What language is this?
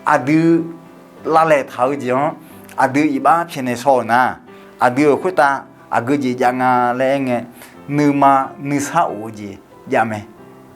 Akha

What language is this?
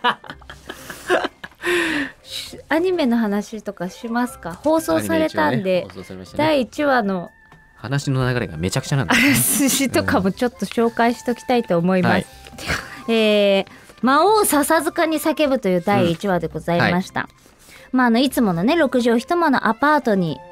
Japanese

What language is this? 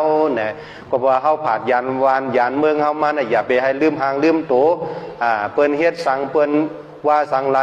Shan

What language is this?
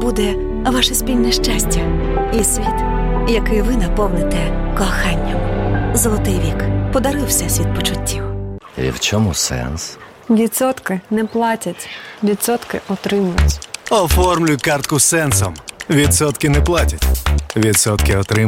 Ukrainian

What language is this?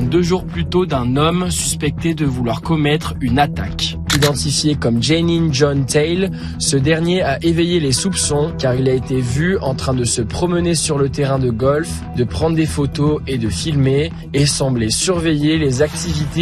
French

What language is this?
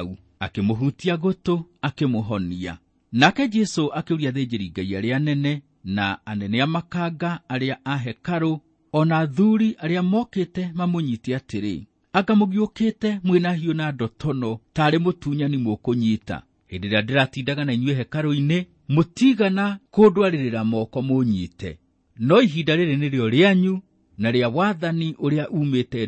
Kikuyu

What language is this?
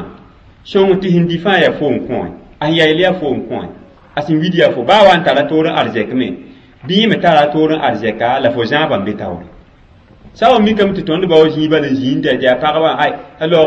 Mossi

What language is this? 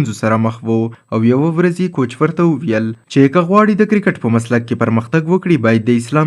Pashto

